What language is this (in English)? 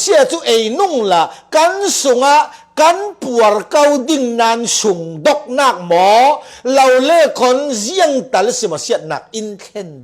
Falam Chin